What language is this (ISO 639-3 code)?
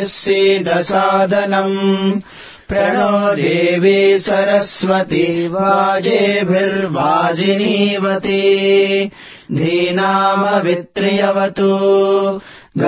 san